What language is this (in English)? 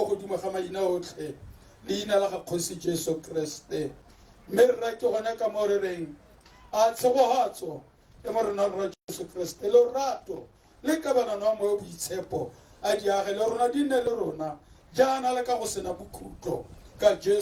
Tswana